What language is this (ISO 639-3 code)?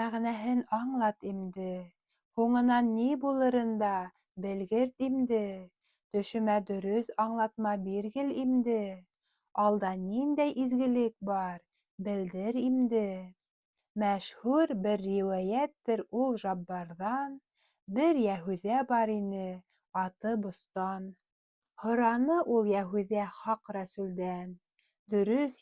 bak